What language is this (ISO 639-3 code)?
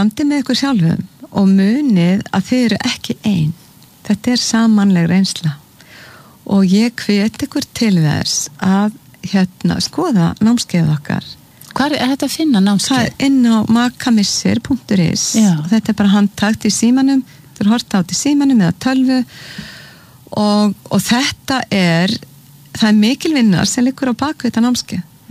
isl